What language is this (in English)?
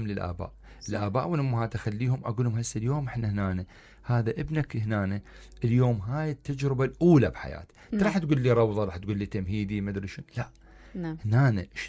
Mesopotamian Arabic